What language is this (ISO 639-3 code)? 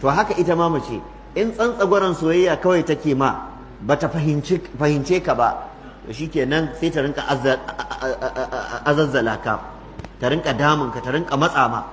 hau